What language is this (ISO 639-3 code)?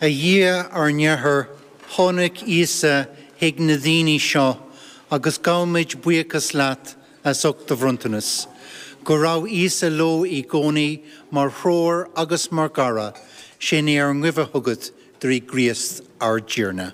gle